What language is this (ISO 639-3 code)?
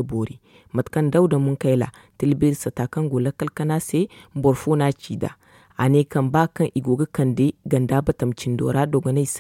dje